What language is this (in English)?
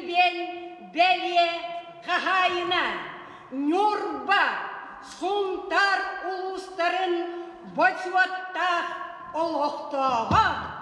Yakut